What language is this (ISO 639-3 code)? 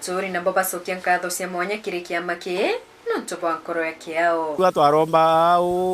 mer